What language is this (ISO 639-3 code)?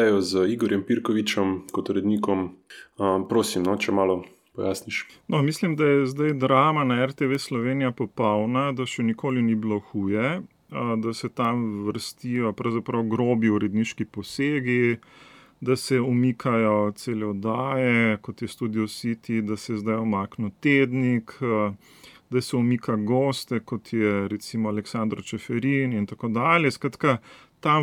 slv